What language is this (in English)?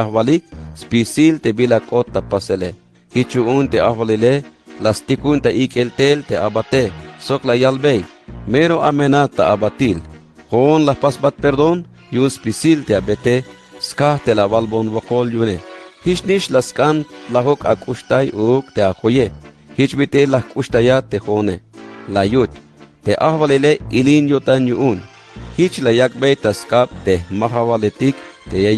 Tzeltal